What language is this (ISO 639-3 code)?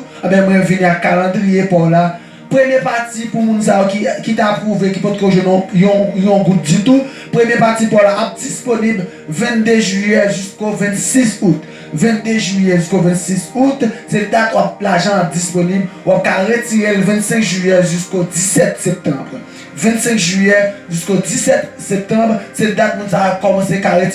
hat